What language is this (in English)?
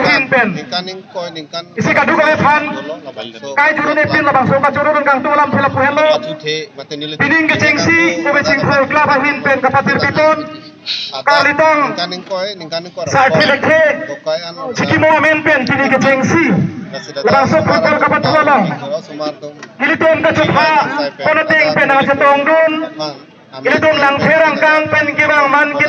Karbi